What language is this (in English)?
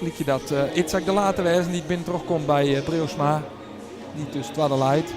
Western Frisian